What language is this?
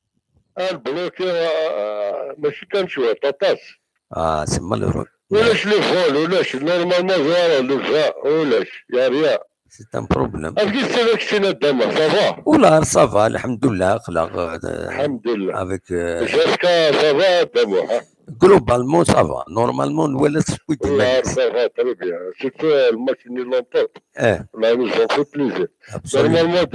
Kabyle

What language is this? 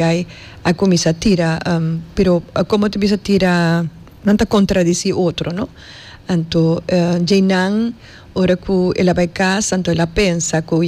Papiamento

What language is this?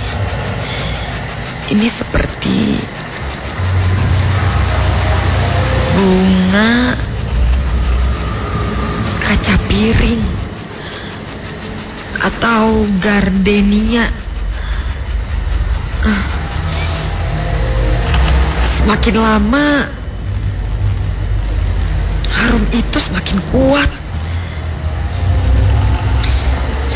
Indonesian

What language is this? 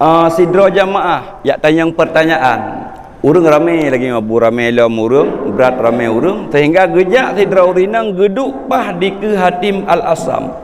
Achinese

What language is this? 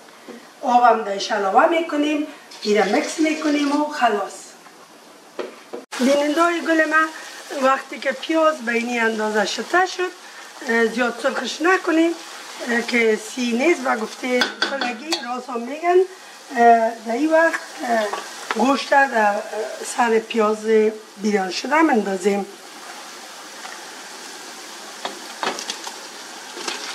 Persian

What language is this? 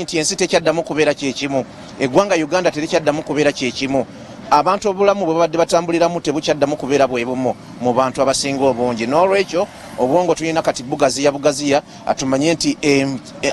Ganda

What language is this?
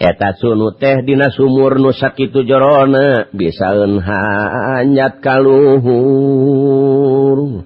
Sundanese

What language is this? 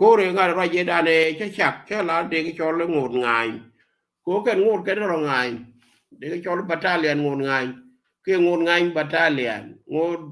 Nuer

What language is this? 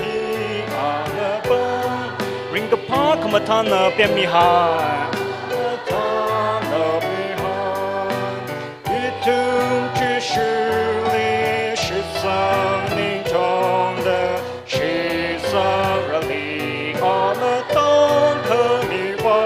Tangkhul Naga (India)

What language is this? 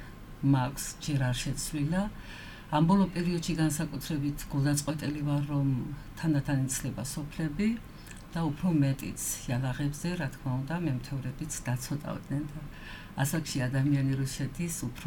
Georgian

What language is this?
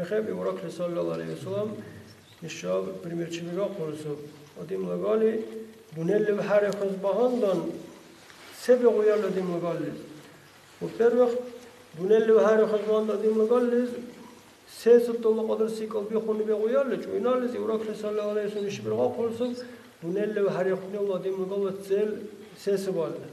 Dargwa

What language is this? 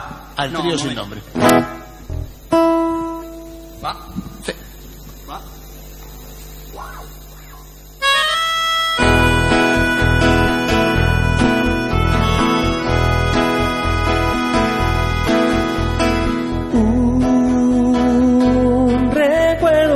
Spanish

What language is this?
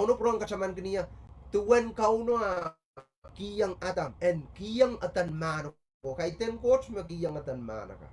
Pohnpeian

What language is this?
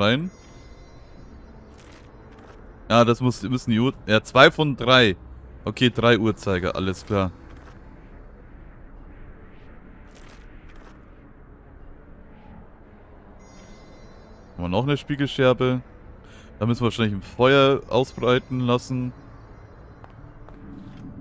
German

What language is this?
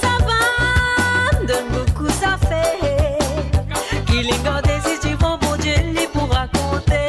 Morisyen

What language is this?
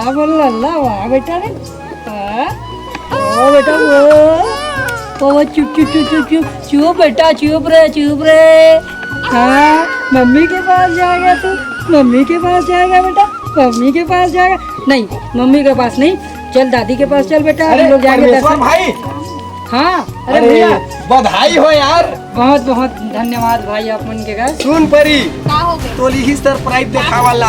Chhattisgarhi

